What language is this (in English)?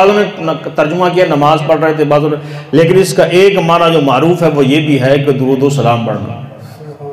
Urdu